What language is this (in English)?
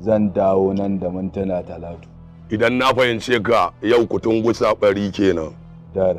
Hausa